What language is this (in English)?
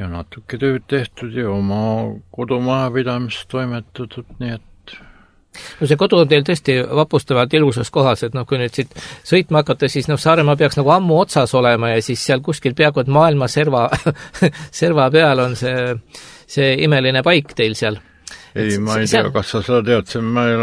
Estonian